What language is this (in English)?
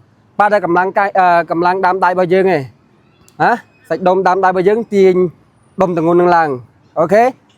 Khmer